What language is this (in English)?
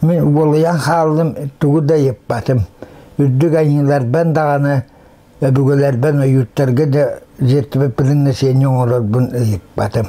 Yakut